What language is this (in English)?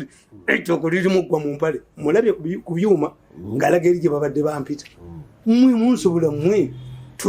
Ganda